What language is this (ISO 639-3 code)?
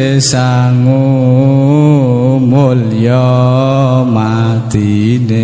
jav